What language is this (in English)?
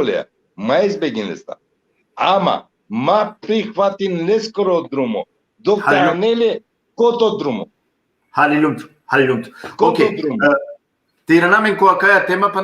Balkan Romani